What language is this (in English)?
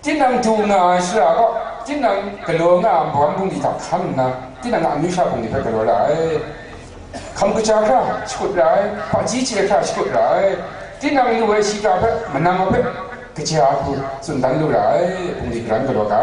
Kachin